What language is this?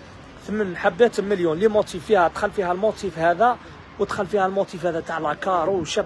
Algerian Arabic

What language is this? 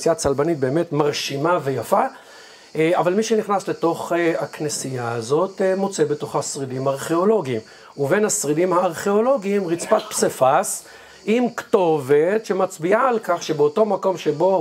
Hebrew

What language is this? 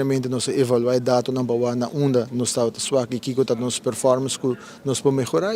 Papiamento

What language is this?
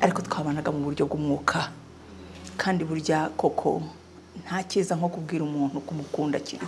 Kinyarwanda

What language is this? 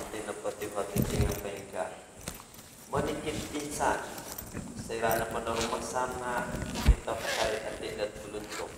Central Dusun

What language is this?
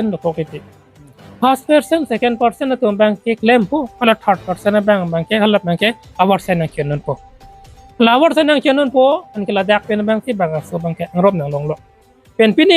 Karbi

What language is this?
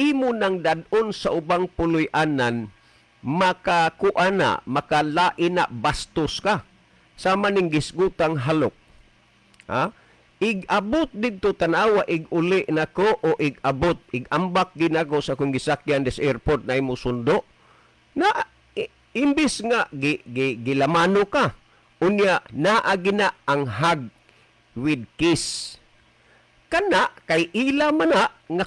Cebuano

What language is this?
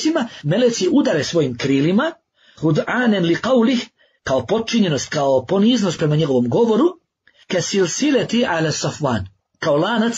Bosnian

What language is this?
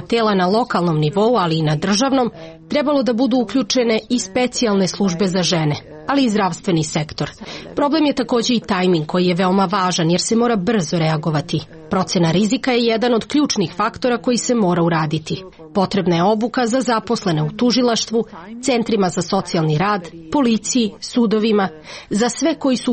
Serbian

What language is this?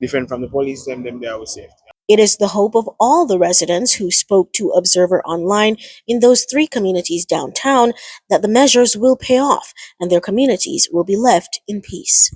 Jamaican Creole English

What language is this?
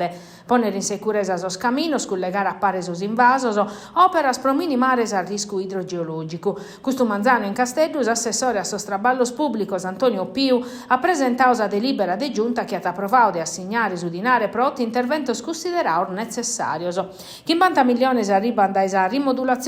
Sardinian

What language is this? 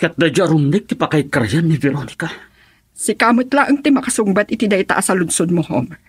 Iloko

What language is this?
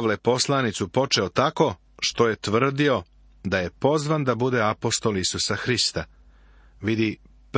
Serbian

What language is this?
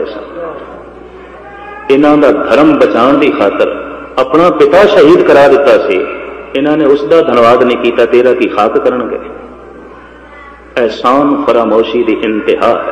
Punjabi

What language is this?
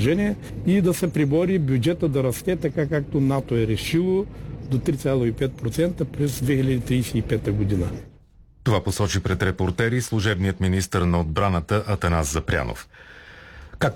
Bulgarian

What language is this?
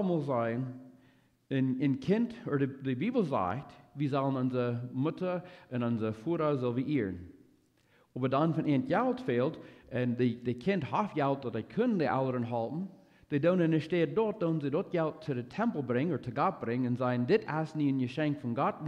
Plautdietsch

